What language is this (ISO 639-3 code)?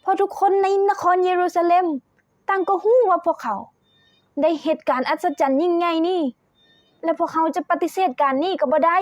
lao